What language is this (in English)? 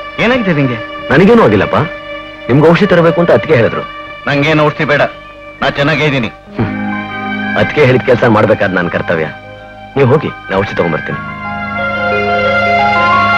Kannada